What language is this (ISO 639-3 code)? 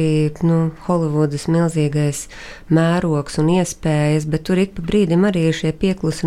lav